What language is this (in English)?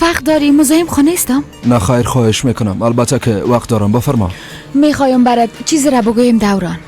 Persian